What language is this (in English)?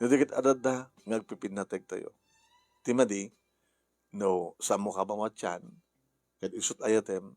Iloko